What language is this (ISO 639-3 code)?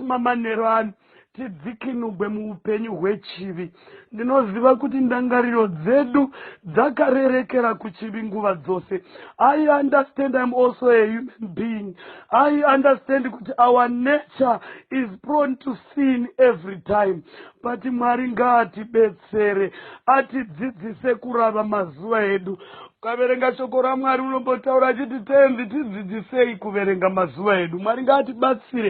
sna